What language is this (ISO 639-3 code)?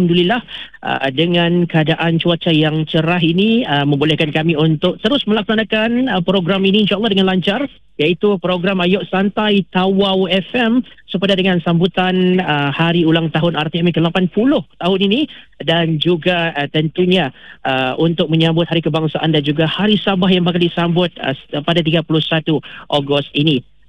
msa